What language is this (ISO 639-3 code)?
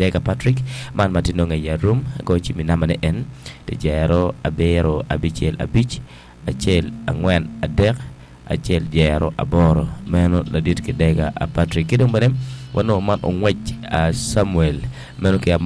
ach